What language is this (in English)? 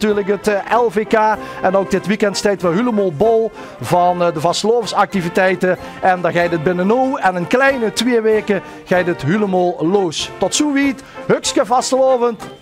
Limburgish